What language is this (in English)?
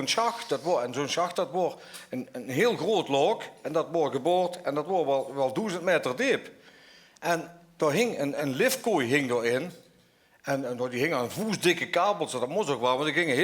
Limburgish